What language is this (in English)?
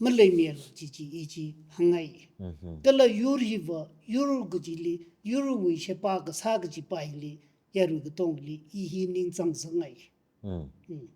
Tangkhul Naga (India)